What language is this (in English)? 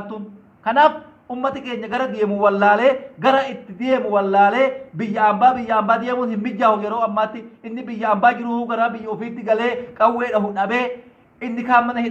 Oromo